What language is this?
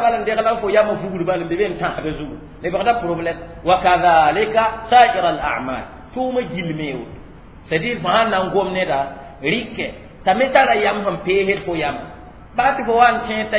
Mossi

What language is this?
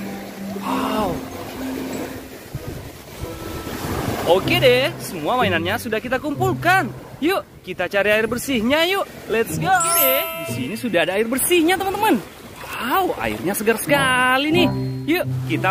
Indonesian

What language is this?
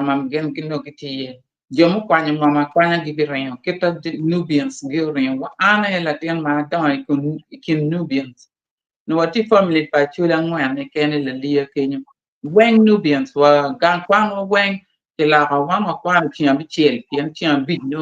Acoli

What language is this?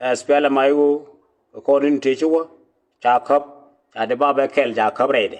Nuer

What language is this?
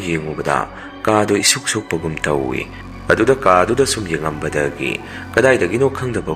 Manipuri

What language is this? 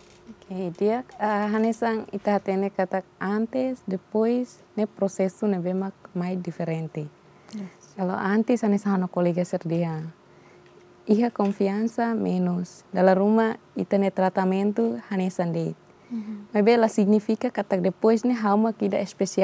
Tetum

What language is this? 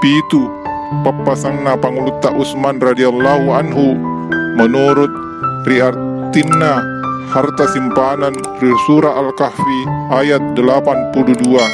Buginese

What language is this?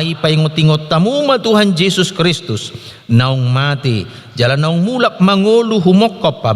Batak Toba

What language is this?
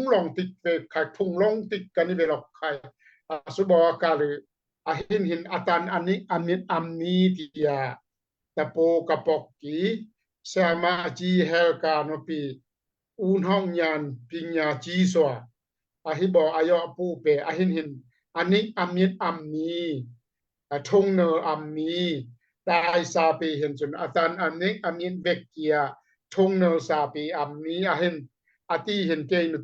Daai Chin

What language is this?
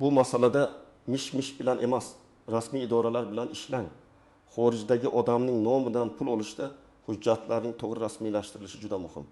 Uzbek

